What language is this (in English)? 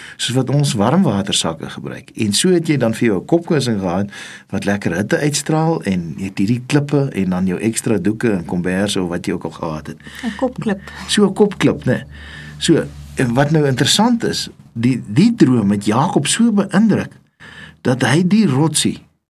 Afrikaans